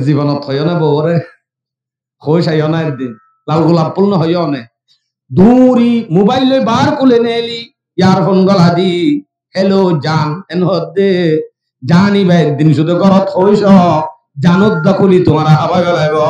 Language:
Rohingya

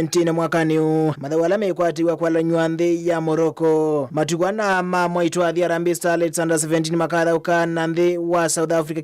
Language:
Kamba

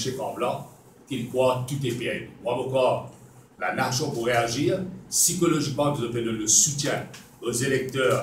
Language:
Morisyen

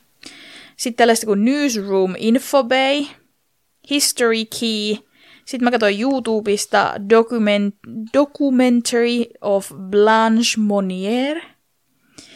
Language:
Finnish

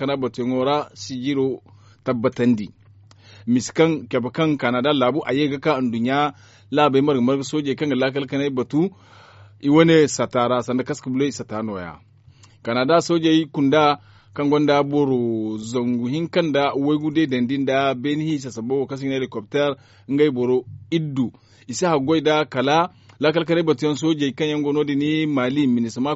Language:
Zarma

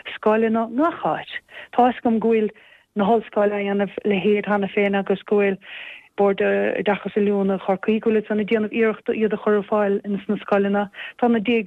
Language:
Irish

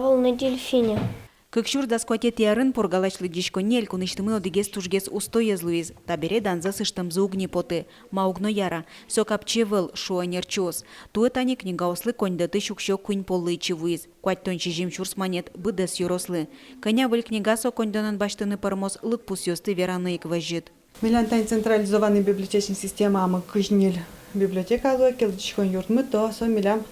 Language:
Udmurt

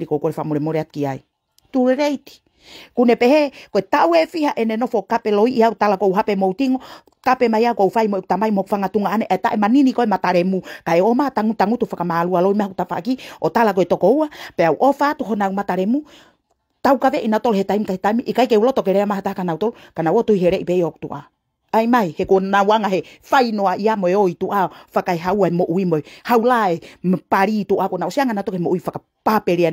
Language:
Tongan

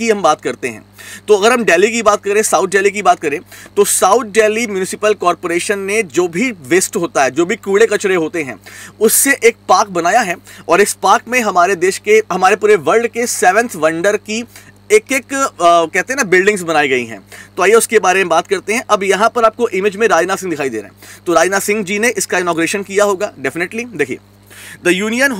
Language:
Hindi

